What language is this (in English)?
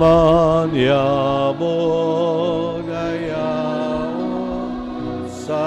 Bikol